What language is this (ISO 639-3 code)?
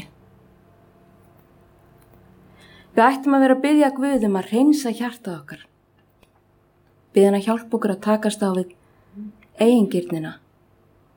isl